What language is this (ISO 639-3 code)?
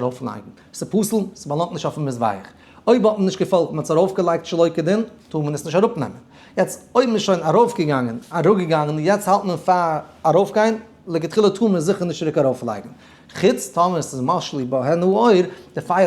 yid